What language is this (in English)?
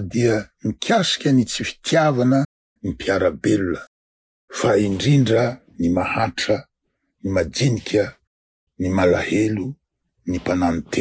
Malagasy